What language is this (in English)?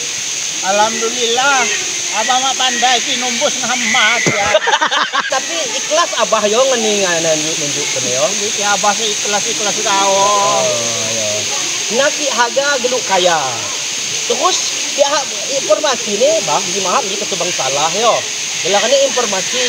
Lampung Api